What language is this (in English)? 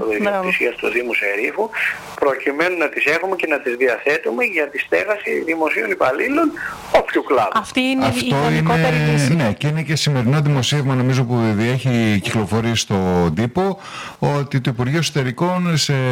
Greek